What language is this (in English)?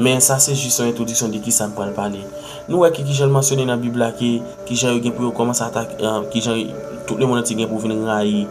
Haitian Creole